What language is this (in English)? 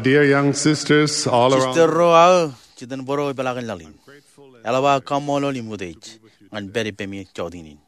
Marshallese